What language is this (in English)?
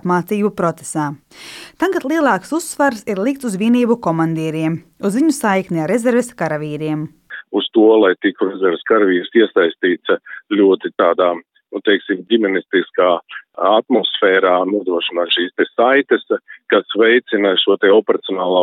Latvian